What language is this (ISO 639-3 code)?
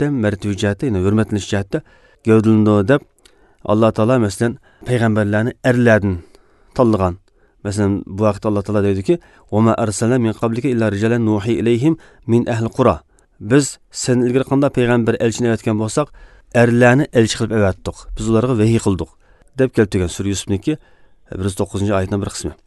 uzb